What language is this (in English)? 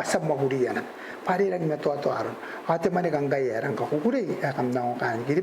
Gilbertese